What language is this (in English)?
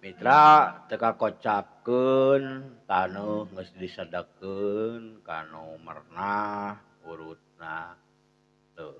Sundanese